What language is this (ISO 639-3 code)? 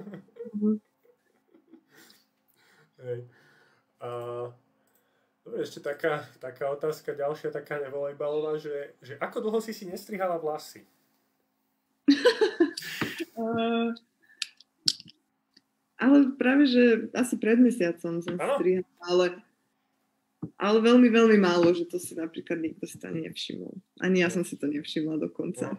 slk